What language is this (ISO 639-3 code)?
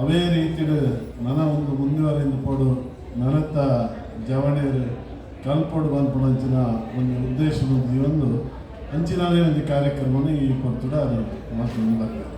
tcy